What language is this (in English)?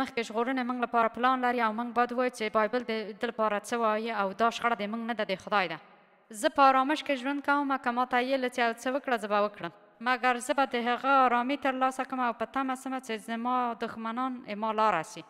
Pashto